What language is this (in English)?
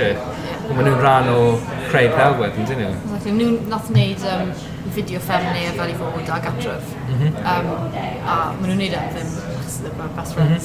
Welsh